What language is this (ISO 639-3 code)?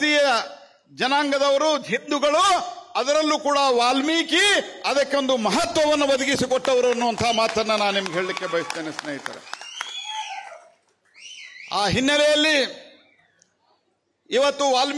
kan